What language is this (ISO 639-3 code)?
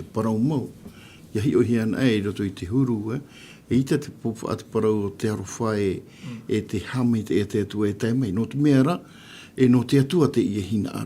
tah